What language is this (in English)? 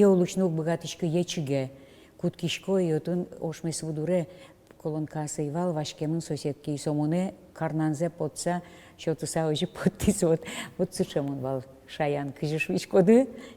Udmurt